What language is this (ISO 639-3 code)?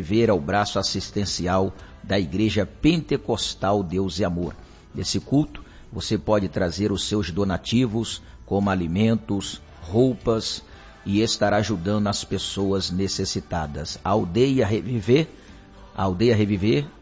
por